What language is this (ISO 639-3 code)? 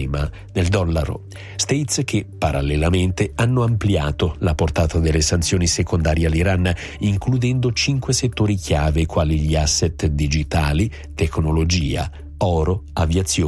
ita